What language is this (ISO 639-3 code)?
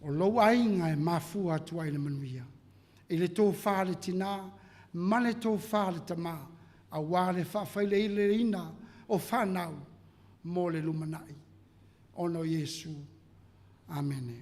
smo